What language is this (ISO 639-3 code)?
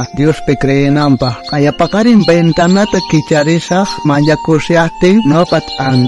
quh